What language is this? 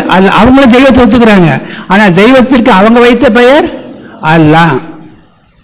Tamil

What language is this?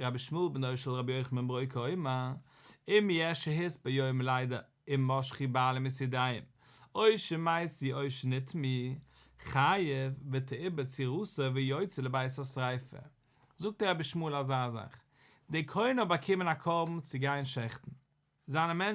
Yiddish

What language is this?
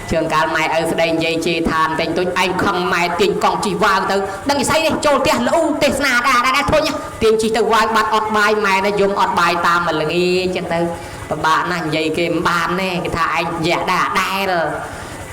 Khmer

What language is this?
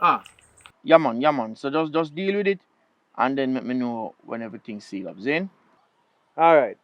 Jamaican Creole English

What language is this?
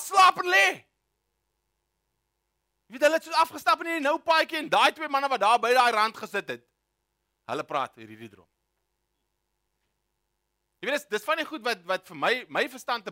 Afrikaans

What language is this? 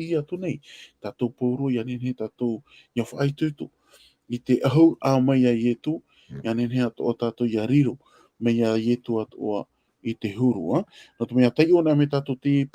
Tahitian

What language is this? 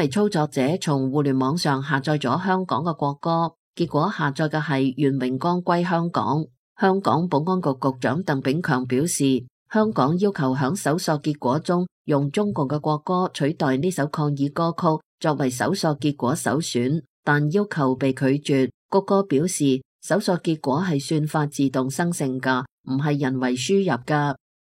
Cantonese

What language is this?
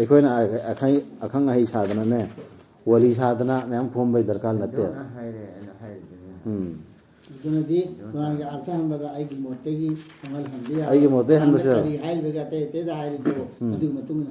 Manipuri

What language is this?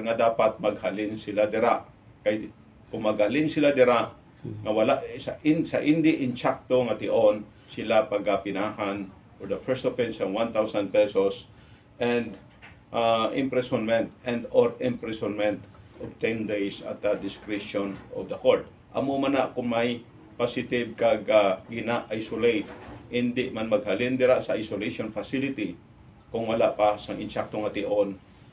Hiligaynon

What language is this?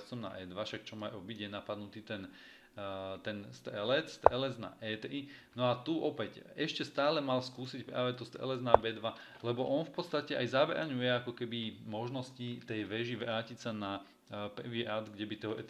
Slovak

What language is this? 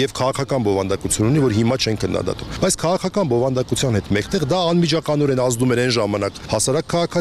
Armenian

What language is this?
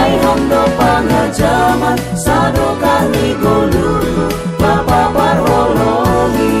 Batak Simalungun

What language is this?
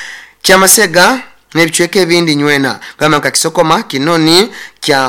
Nyoro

